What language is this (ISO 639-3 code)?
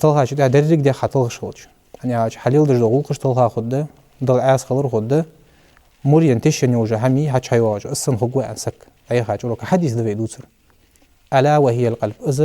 inh